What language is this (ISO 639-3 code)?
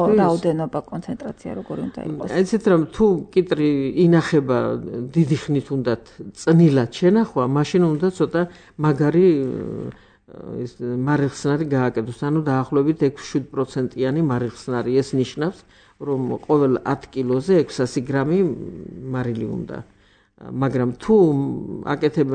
kat